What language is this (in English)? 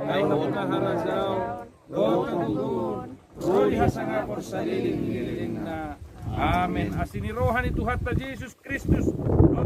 Batak Toba